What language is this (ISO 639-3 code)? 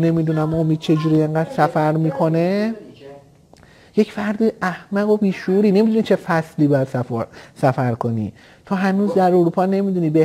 fas